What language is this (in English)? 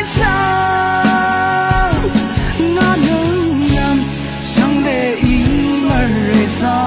Rawang